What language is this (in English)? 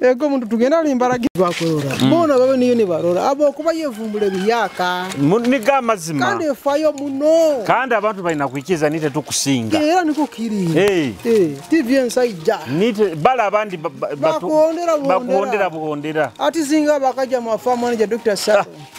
Nyoro